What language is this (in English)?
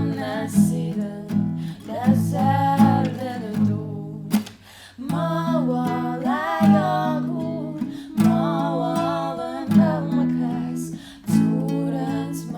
Ossetic